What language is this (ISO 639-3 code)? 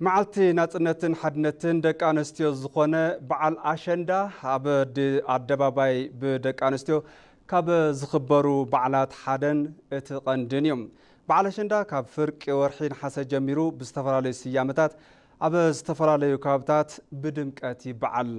tir